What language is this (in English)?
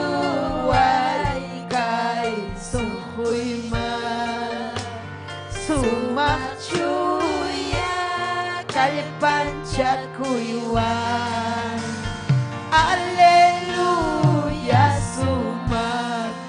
Ayacucho Quechua